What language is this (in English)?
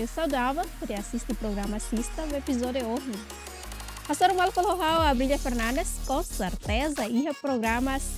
Tetum